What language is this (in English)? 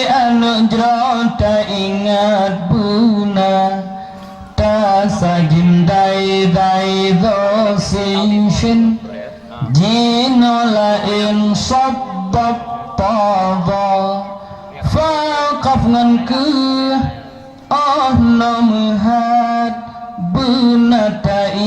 Achinese